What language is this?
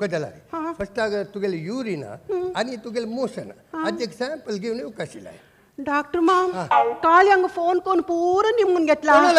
Konkani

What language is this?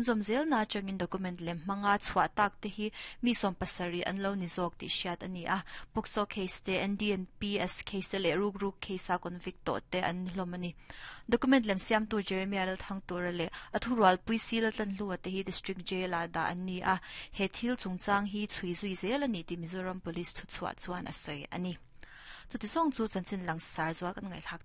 Mizo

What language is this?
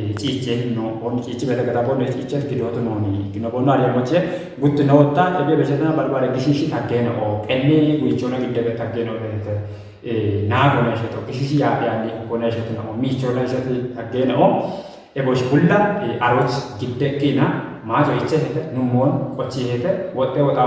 Kafa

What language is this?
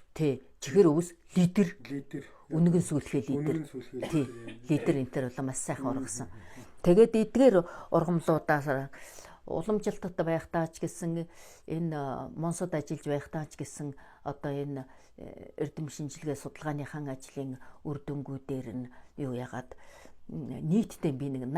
Mongolian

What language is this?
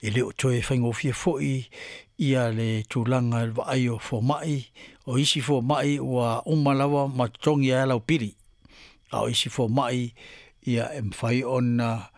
Samoan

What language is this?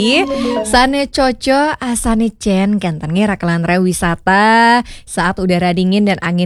Balinese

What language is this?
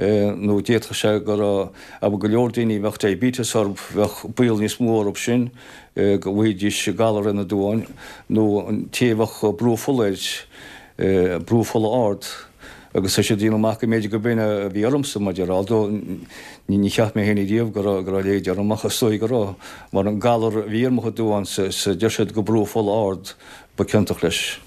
Irish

